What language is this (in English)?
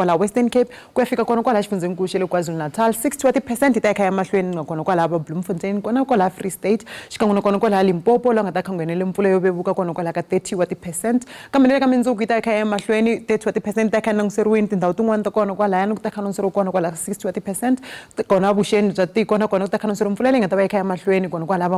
Tsonga